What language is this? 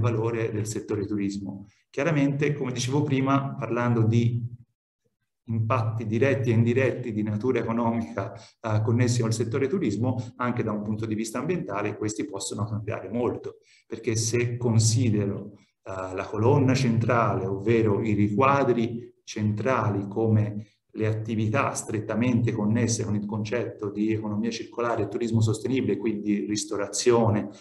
Italian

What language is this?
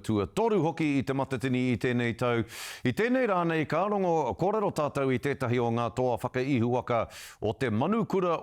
Māori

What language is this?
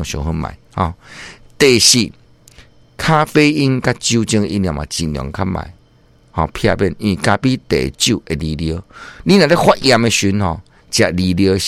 Min Nan Chinese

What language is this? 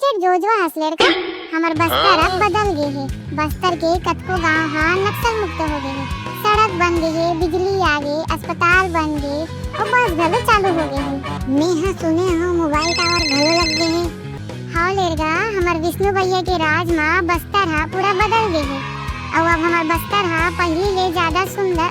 Chhattisgarhi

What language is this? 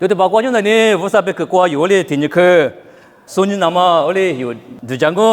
Lisu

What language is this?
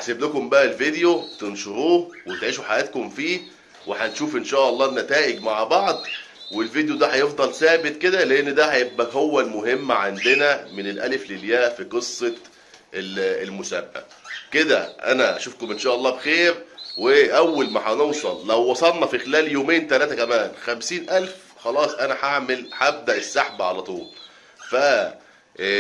Egyptian Arabic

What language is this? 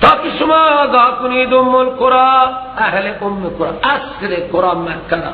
Persian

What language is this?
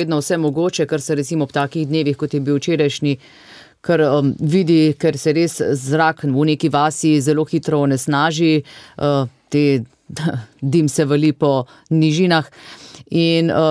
Slovenian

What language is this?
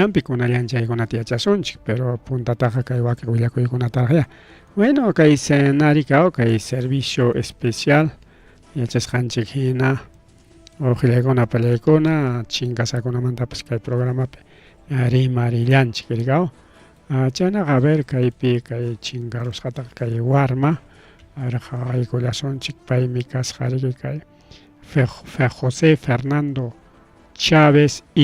Ayacucho Quechua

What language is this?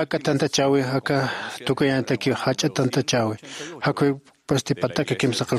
Aymara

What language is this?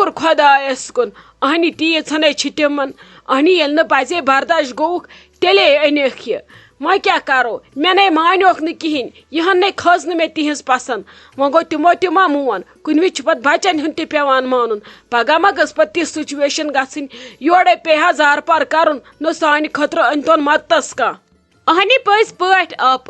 Kashmiri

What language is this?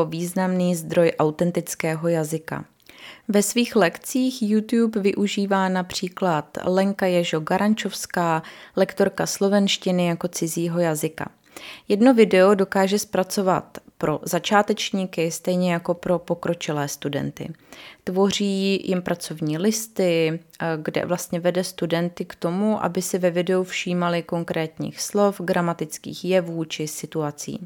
Czech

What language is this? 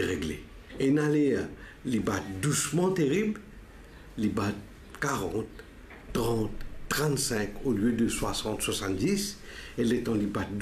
Morisyen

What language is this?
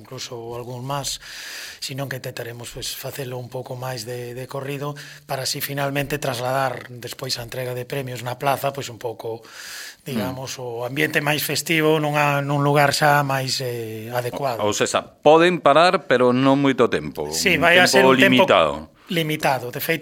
Galician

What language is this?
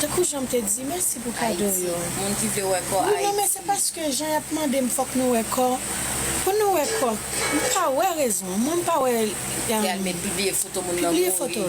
Haitian Creole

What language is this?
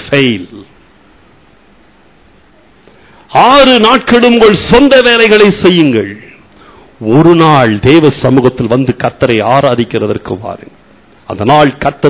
Tamil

